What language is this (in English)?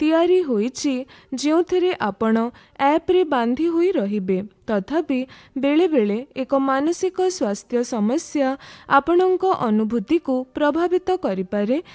Odia